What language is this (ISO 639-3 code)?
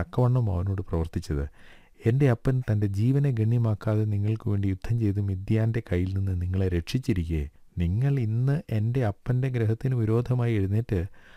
mal